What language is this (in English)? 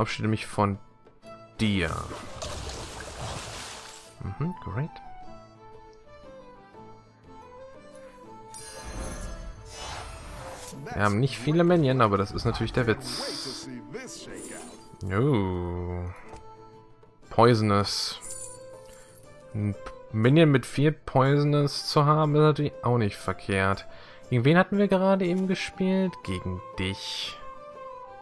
German